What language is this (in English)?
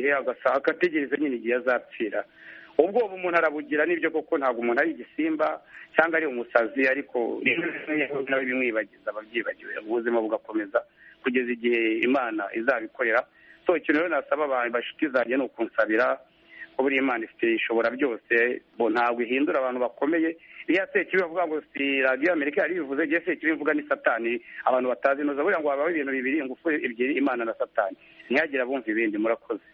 Kinyarwanda